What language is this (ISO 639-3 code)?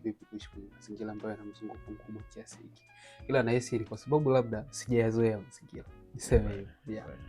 swa